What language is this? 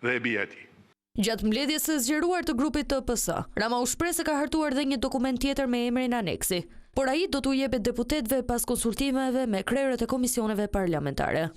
Albanian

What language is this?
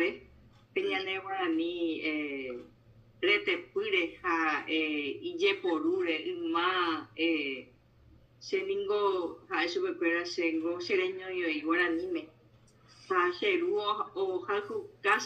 Guarani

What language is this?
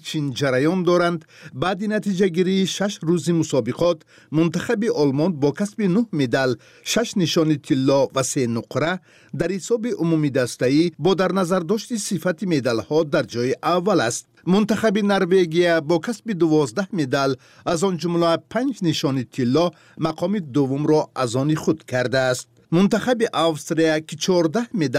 Persian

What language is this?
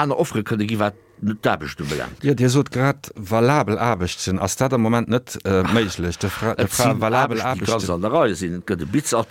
Luxembourgish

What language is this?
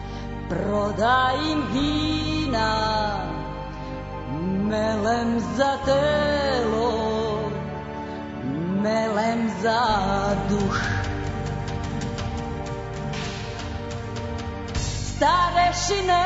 Serbian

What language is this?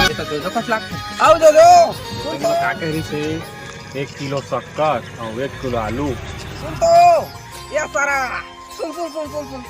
Chhattisgarhi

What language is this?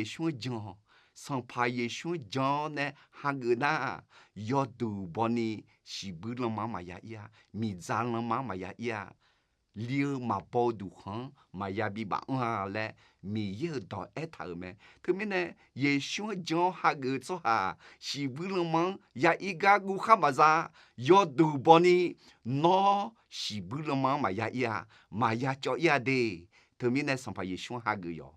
Akha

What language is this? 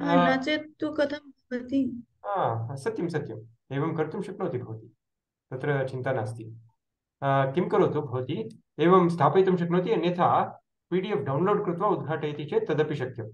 Sanskrit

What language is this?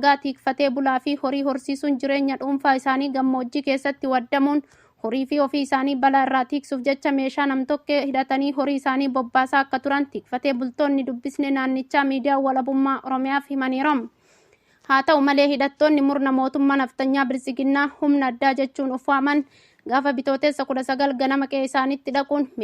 Oromo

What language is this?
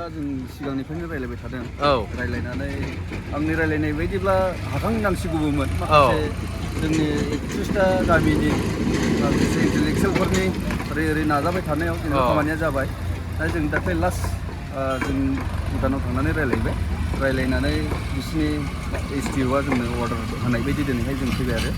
Bodo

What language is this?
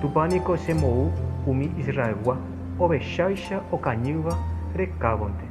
Guarani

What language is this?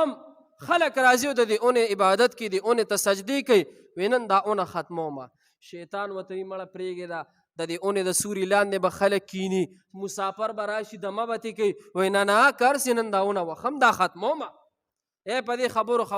Pashto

